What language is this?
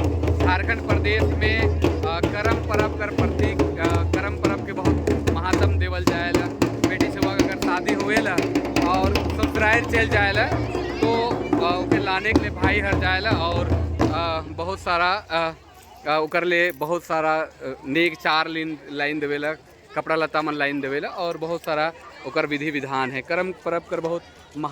Sadri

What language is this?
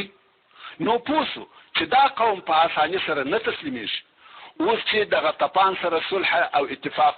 Pashto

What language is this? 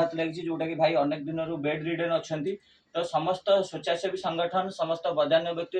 Odia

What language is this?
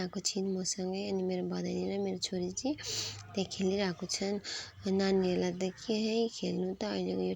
Nepali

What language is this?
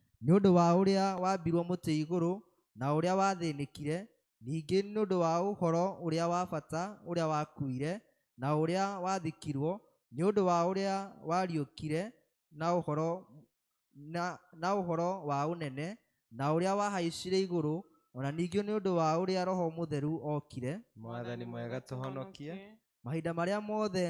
Kikuyu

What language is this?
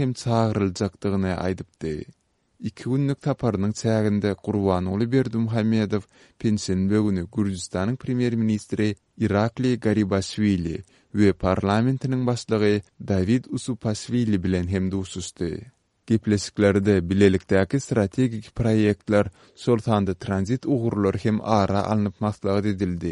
Turkmen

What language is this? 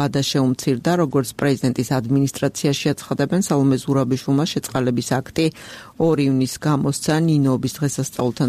Georgian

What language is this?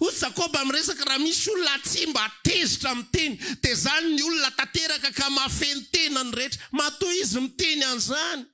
Malagasy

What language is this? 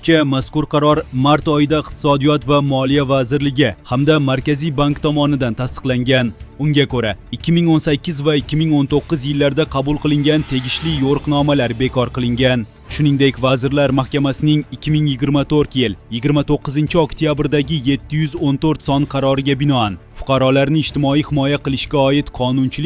Uzbek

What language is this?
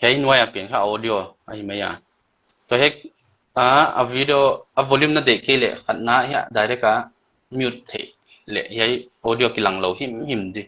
Paite Chin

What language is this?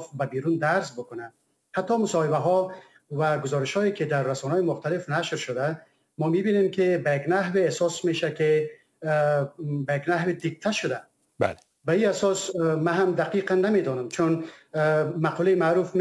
Persian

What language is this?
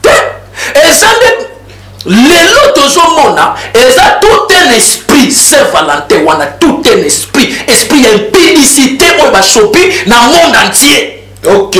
Lingala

